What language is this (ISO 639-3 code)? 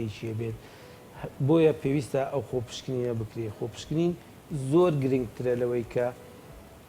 ckb